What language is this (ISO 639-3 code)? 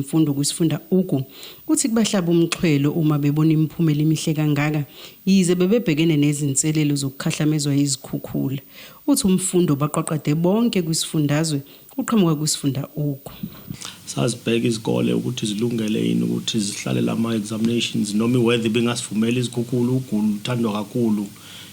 zul